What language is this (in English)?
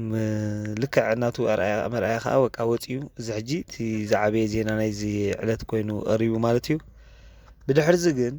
Tigrinya